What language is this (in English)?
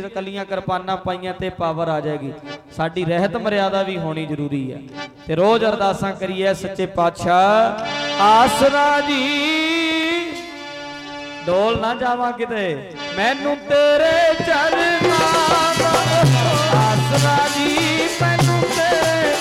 Punjabi